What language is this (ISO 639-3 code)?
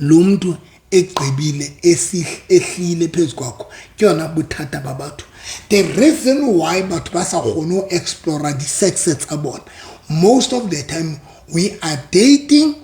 sot